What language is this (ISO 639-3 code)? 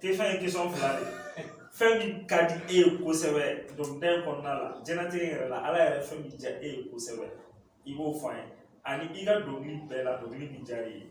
bam